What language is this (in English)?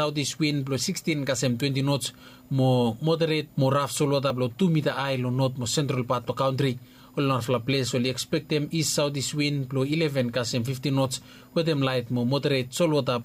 Bislama